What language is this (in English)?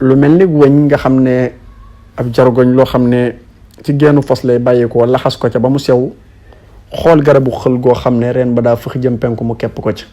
Wolof